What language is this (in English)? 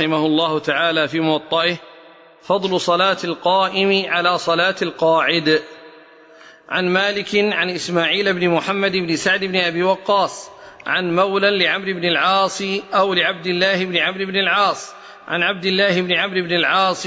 Arabic